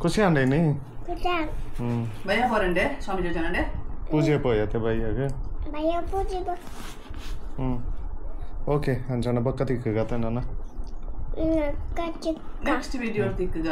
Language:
Tulu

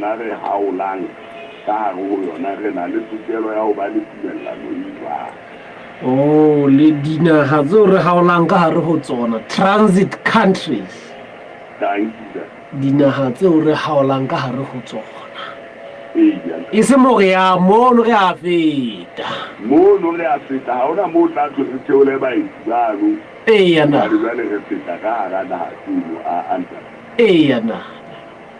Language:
Southern Sotho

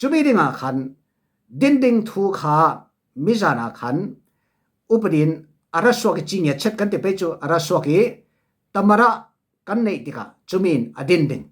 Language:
Falam Chin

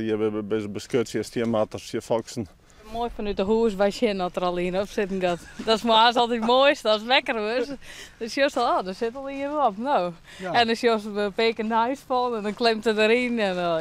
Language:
Western Frisian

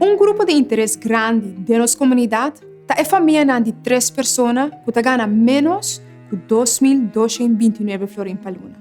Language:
Papiamento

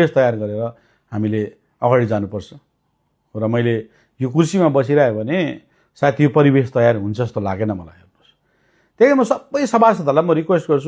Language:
Nepali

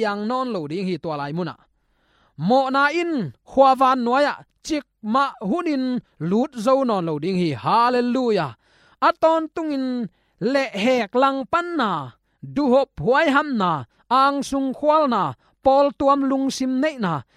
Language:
Tedim Chin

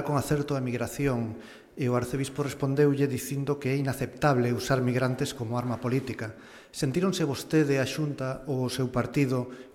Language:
Galician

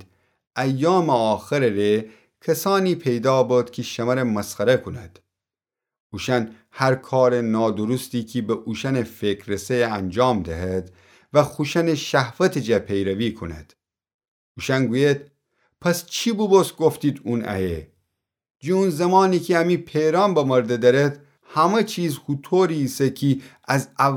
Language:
Gilaki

